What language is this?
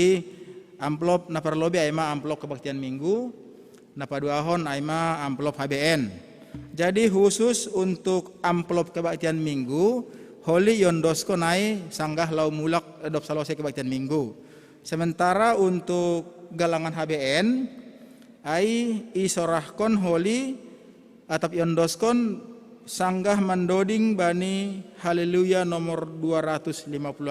Batak Simalungun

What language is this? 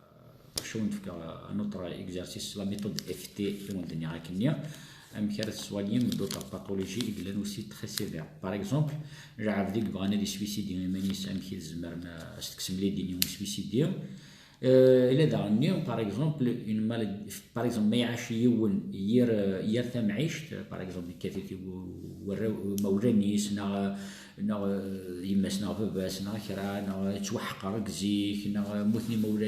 Kabyle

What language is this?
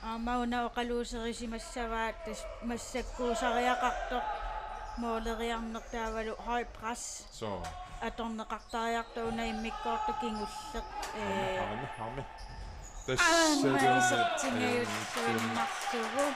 Kalaallisut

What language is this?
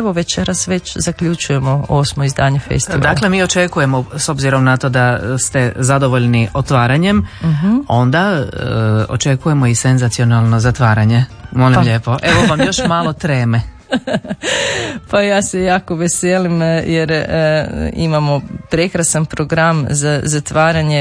Croatian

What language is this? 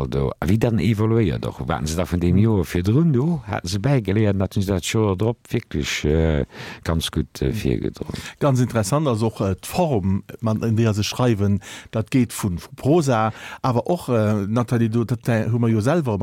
Luxembourgish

